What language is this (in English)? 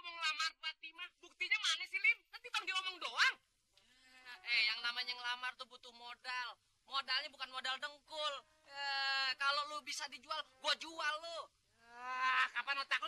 Betawi